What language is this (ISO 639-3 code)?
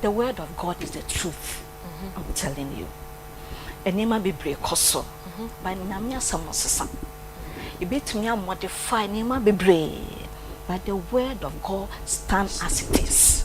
aka